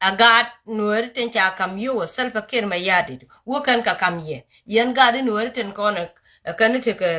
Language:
Nuer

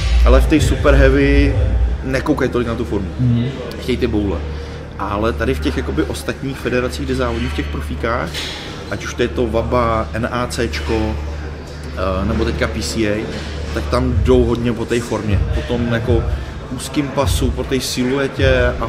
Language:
Czech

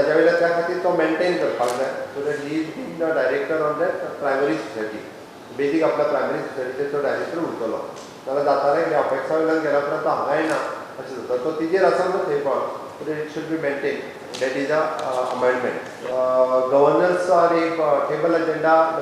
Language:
Konkani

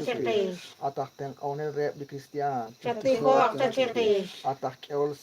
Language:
Kekchí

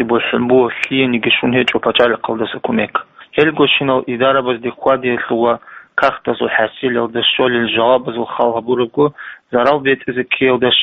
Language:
Avaric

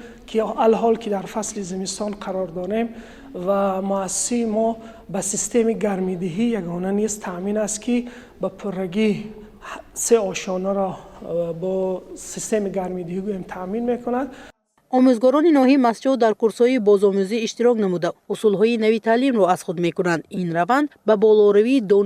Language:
Tajik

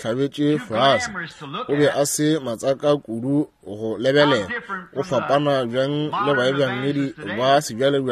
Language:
Northern Sotho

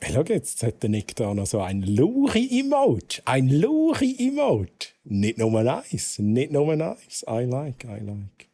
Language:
Swiss German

